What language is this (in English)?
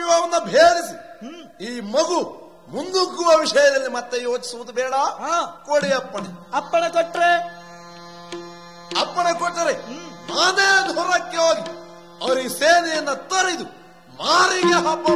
Kannada